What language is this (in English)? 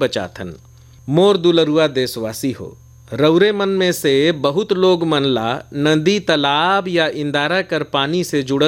Bhojpuri